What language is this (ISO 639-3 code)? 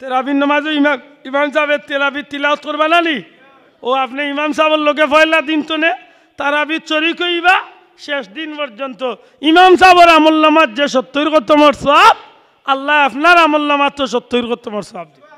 syl